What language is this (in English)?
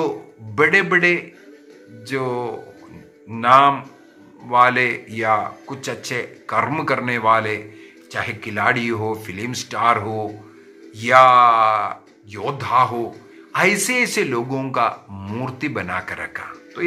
Hindi